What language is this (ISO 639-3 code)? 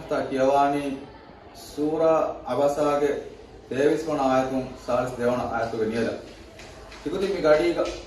div